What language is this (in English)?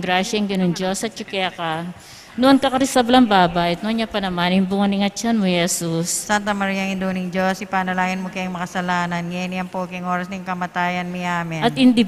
Pampanga